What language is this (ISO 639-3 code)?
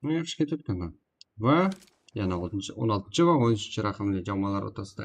kaa